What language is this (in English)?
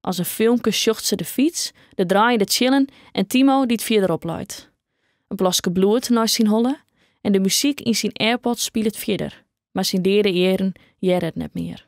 Western Frisian